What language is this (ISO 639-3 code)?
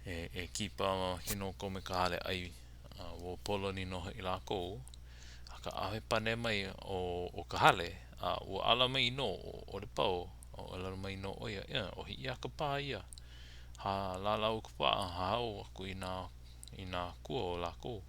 haw